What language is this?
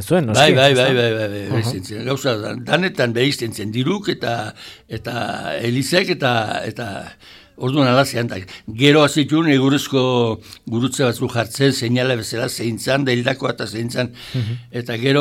Basque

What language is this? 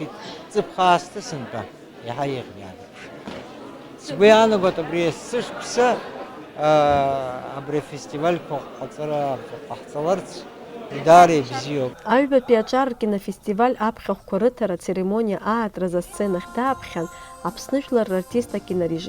Abkhazian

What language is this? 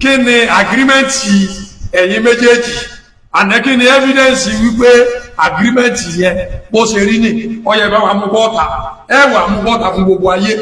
Yoruba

